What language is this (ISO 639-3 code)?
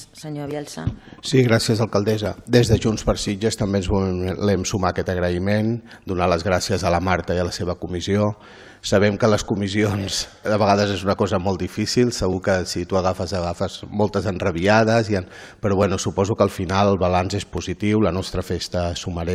cat